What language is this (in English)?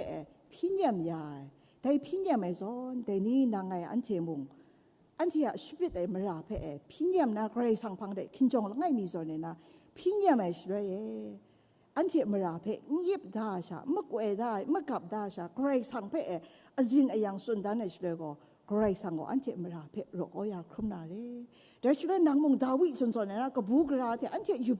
Kachin